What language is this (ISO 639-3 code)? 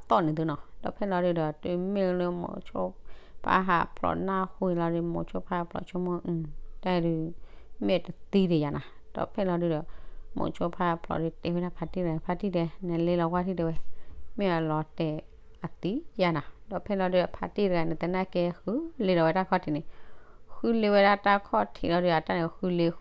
ksw